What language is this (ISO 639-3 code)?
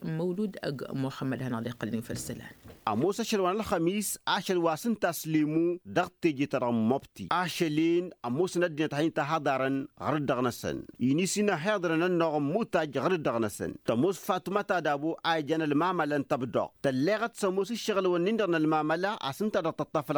taq